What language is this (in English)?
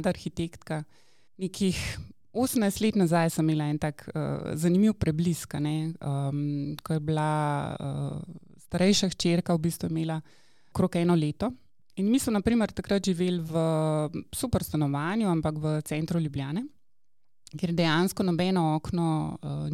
Slovenian